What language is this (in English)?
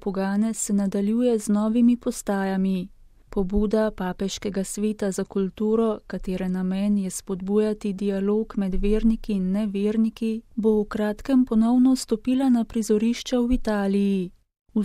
Slovenian